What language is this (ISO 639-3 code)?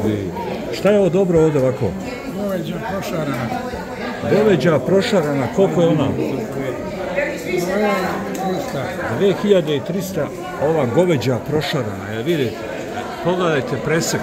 srp